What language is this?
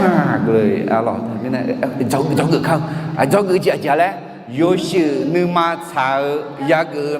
Akha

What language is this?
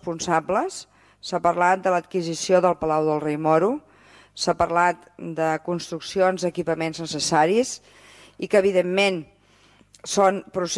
Catalan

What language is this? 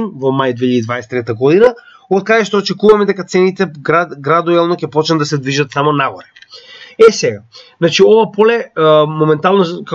Macedonian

